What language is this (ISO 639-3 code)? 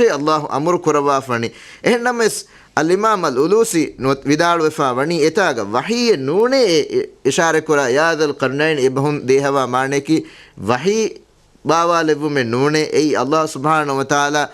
div